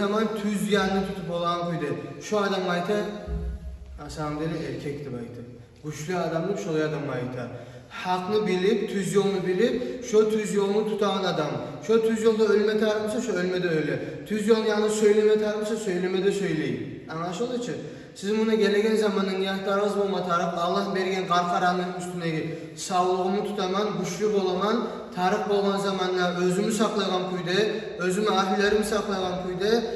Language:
Kumyk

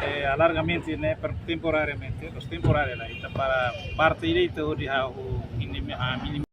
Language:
Tetum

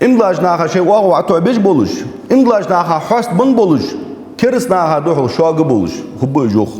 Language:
Ingush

